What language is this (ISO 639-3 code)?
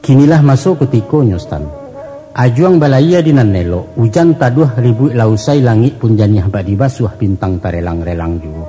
min